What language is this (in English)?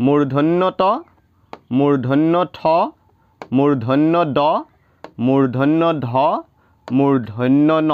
Assamese